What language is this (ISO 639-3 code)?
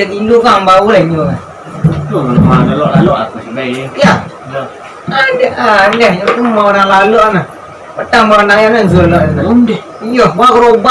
min